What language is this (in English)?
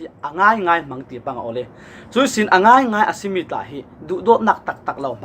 Falam Chin